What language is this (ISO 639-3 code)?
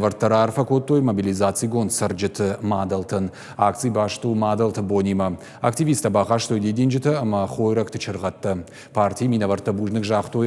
oss